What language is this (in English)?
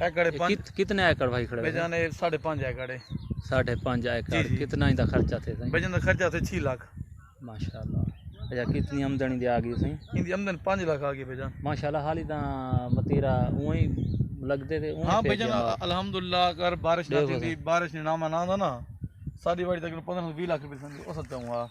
Saraiki